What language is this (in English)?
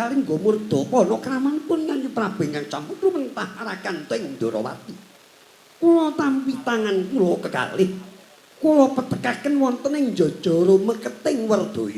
Javanese